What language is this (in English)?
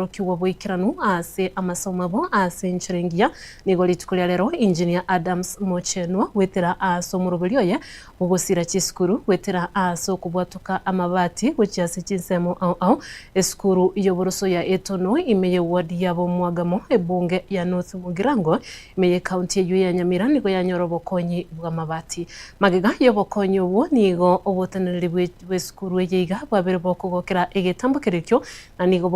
Gusii